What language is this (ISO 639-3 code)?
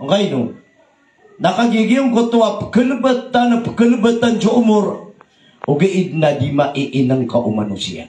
mrw